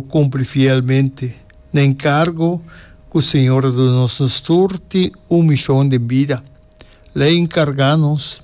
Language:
Papiamento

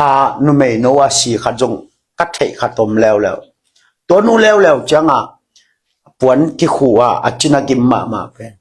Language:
Tedim Chin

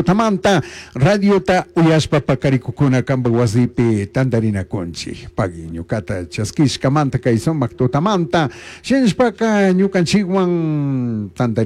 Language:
Chimborazo Highland Quichua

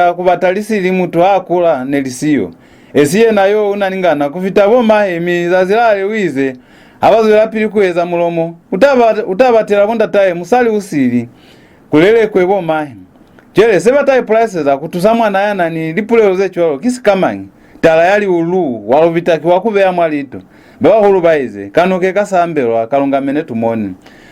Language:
Lozi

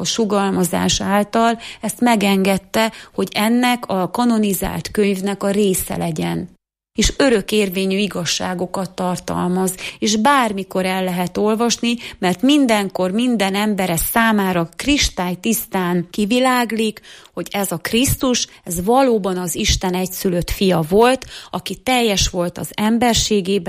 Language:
Hungarian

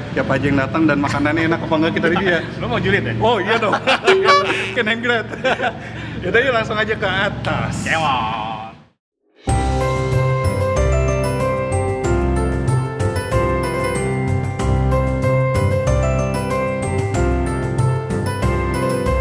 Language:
Indonesian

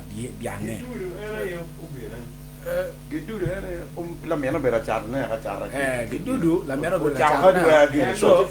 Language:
Acoli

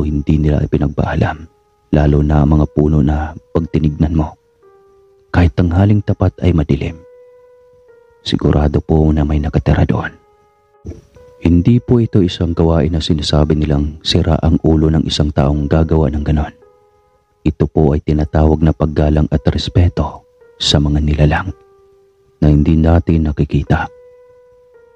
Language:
Filipino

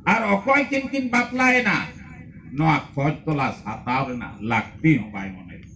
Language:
Santali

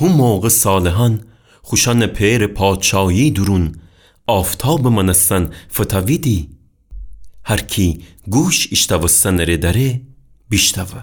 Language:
Gilaki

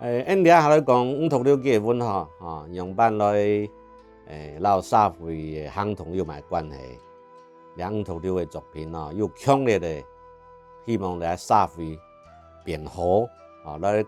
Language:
Hakka Chinese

